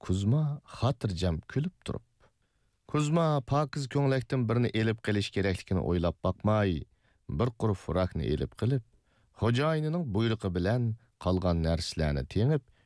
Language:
Uyghur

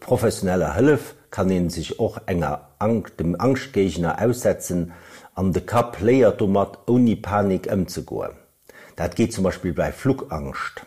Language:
Luxembourgish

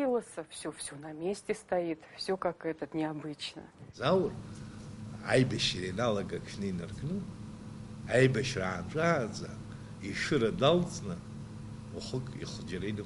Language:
Abkhazian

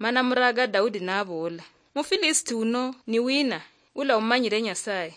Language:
Luyia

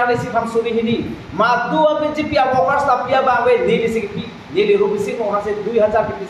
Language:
Karbi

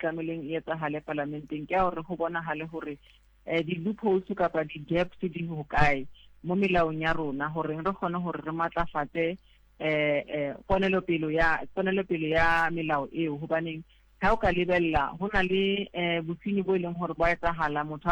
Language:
Southern Sotho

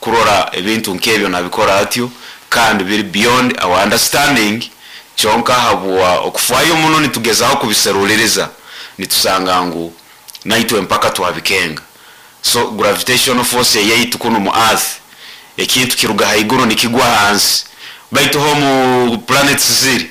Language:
Nyankole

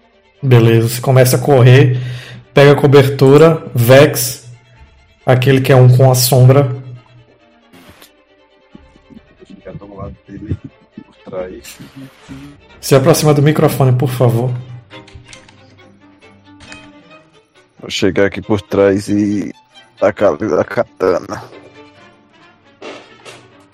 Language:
Portuguese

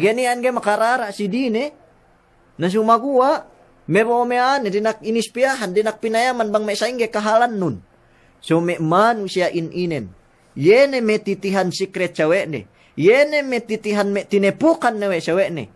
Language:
Yakan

